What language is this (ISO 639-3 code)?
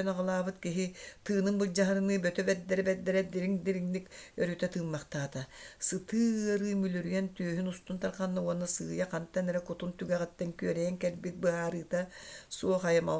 sah